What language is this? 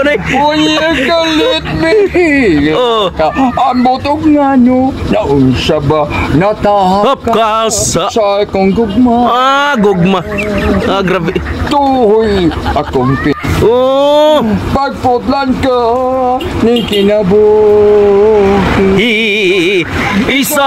Cebuano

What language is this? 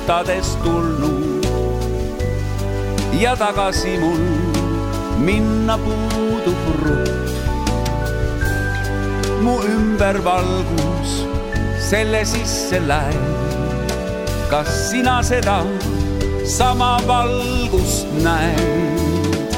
Estonian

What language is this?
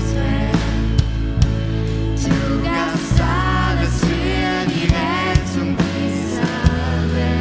German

